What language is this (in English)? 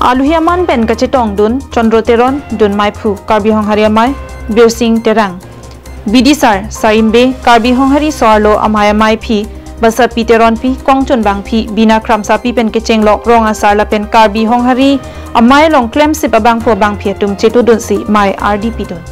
Karbi